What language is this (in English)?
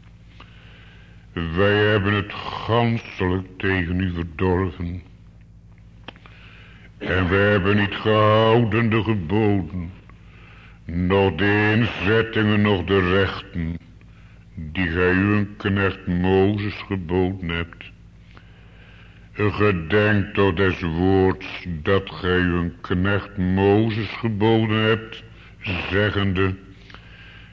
Dutch